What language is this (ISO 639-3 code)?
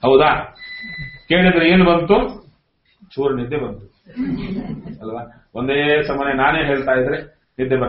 kan